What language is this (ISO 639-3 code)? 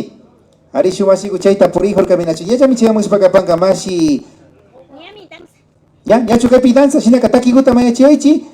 qvi